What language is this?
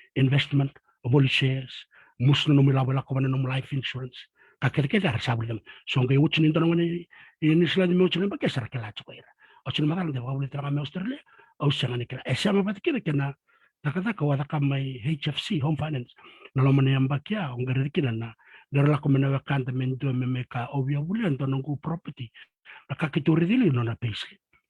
Fijian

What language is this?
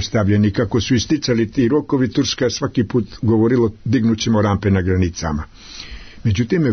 Serbian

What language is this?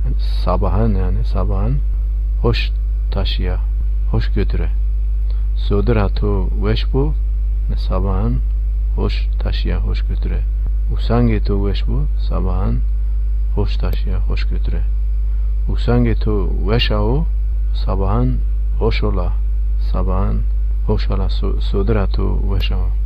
Zaza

